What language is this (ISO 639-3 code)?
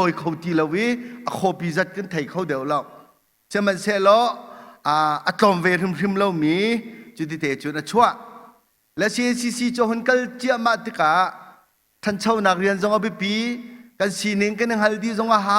cnh